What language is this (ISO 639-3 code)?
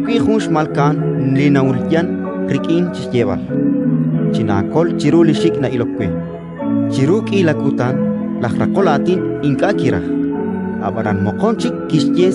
kek